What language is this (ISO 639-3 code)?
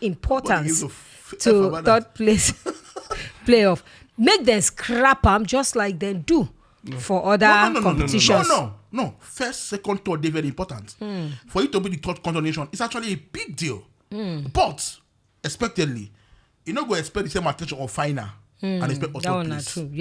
pcm